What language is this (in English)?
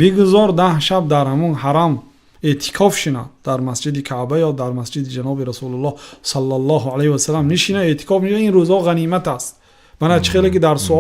Tajik